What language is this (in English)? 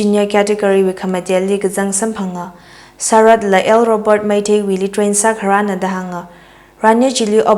Tangkhul Naga (India)